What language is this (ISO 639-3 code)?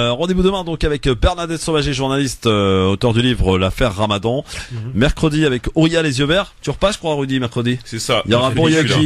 fra